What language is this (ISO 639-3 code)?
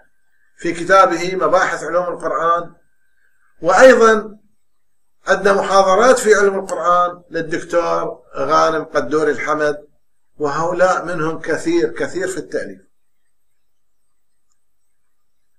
ara